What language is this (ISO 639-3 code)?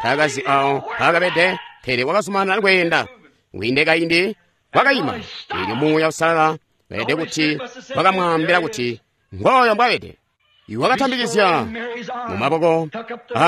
toi